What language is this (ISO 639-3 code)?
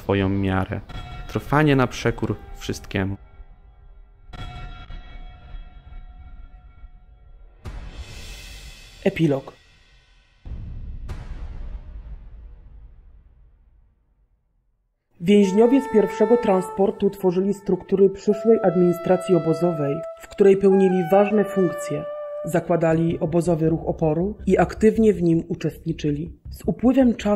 pol